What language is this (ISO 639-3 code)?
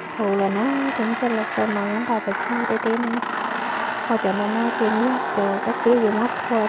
hmn